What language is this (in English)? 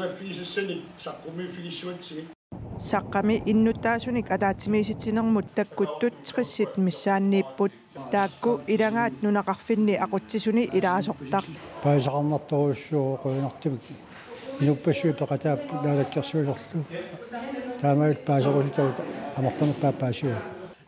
Kalaallisut